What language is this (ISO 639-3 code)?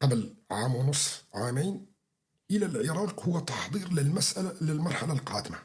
apc